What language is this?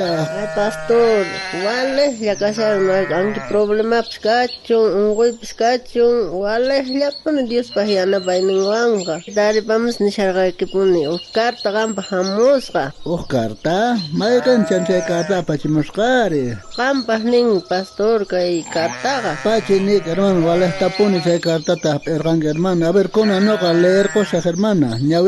South Bolivian Quechua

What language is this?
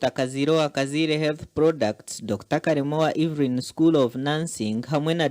Nyankole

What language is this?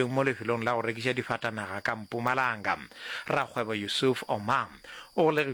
Northern Sotho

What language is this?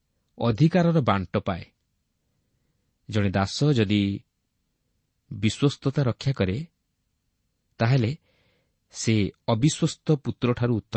Odia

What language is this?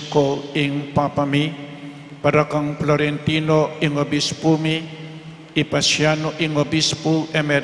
Pampanga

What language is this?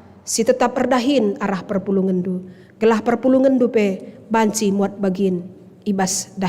Batak Karo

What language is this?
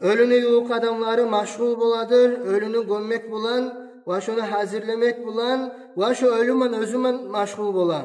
Kumyk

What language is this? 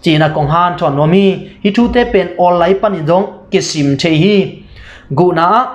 Tedim Chin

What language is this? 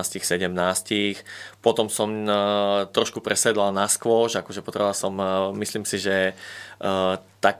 Slovak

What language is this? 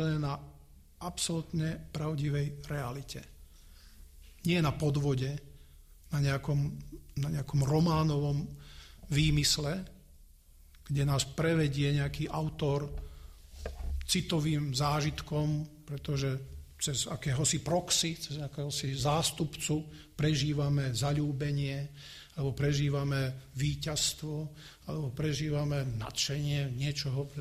Slovak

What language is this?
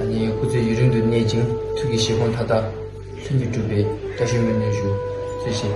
Tibetan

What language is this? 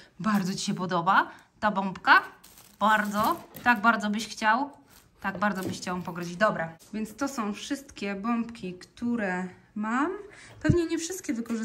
Polish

